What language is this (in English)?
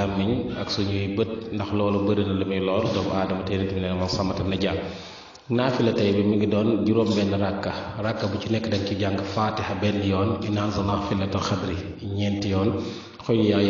Wolof